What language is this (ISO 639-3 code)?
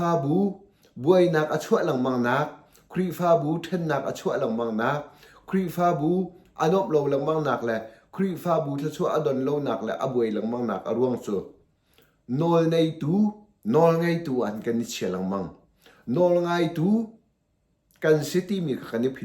cnh